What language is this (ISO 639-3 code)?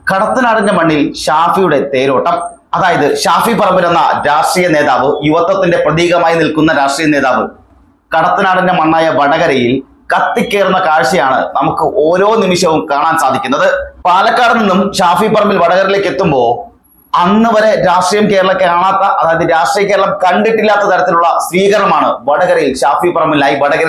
mal